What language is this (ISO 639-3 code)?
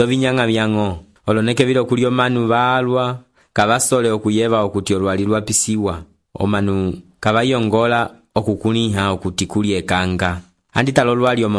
umb